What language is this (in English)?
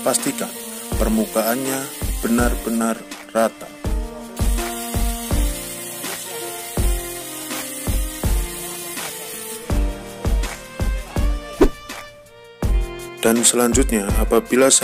Indonesian